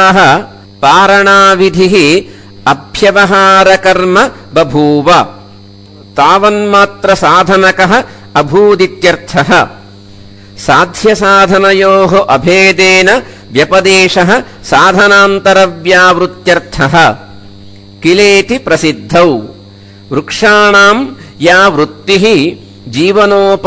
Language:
Sanskrit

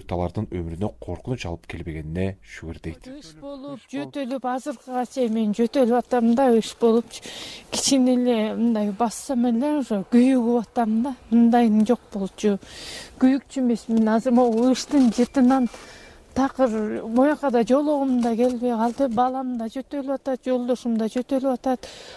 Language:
Kyrgyz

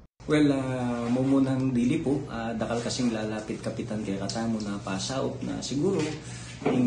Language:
Pampanga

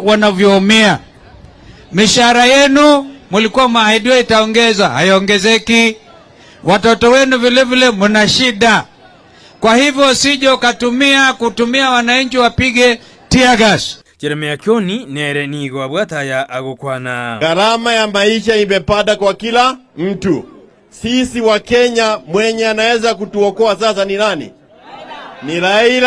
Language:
Gusii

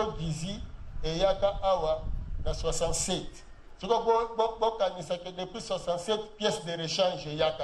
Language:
Lingala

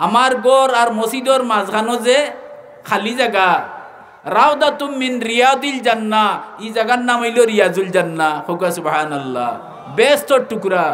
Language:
Sylheti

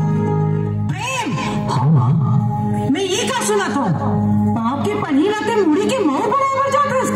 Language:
Chhattisgarhi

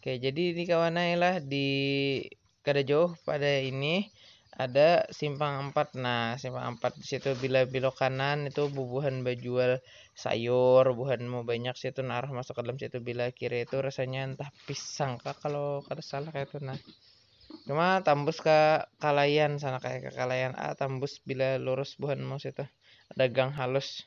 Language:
Banjar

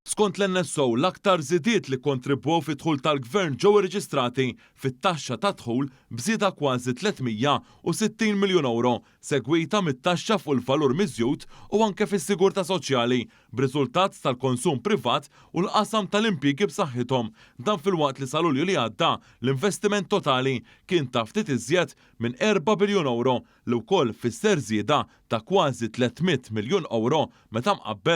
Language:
Maltese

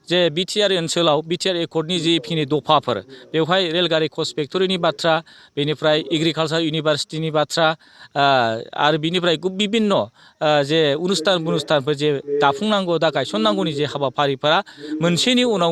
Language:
Bodo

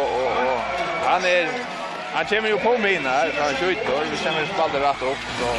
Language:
Faroese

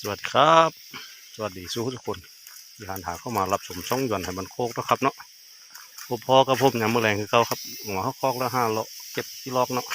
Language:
Northeastern Thai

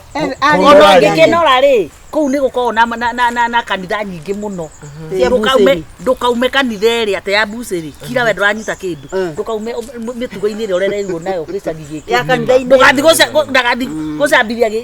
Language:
Kikuyu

